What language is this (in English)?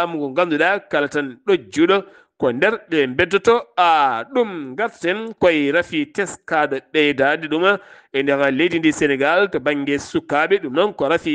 Fula